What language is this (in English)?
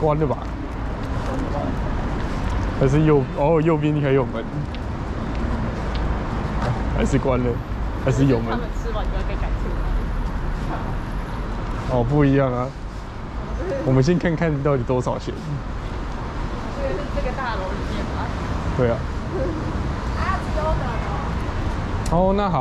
Chinese